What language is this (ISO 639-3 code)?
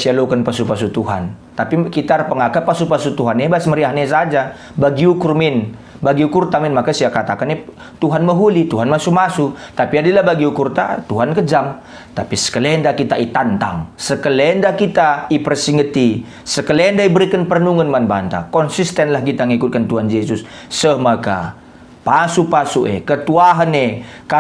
btx